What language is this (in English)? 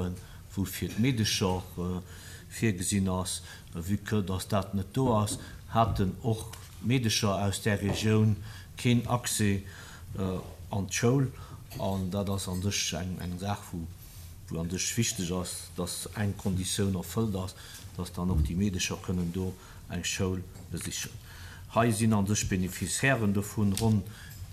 Luxembourgish